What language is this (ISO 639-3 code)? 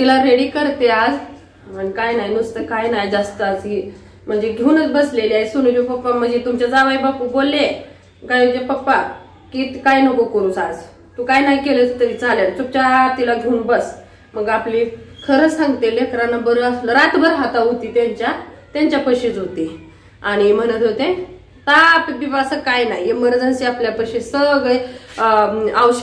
mar